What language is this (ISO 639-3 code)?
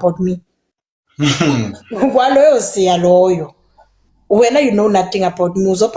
zul